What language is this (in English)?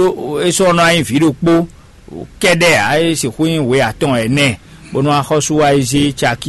Fon